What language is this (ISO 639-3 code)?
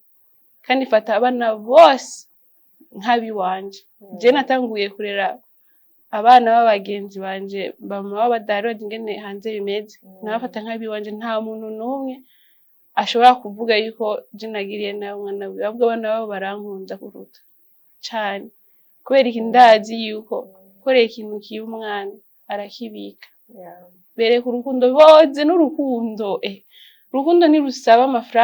run